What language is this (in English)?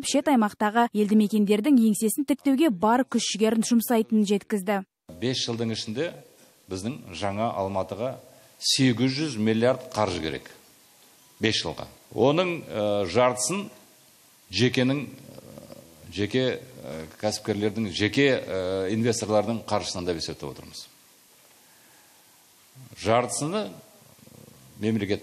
Kazakh